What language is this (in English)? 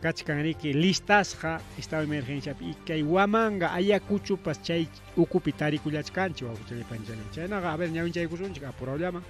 Ayacucho Quechua